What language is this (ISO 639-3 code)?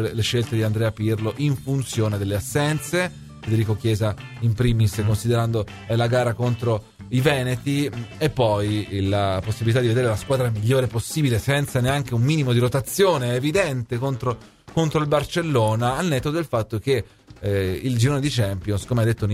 ita